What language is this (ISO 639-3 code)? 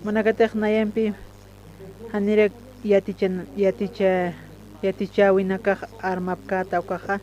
aym